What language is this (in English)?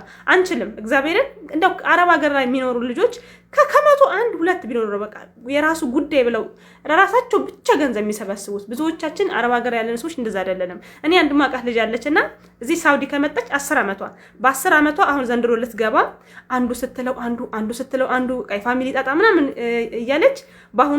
Amharic